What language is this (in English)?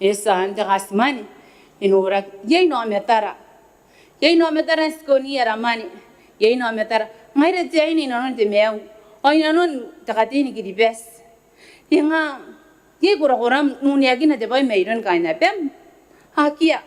Gilbertese